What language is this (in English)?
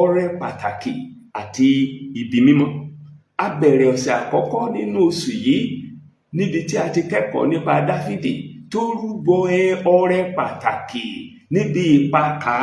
Yoruba